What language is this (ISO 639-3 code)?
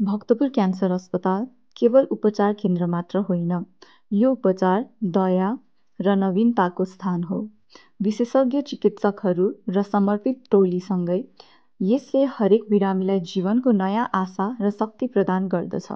nep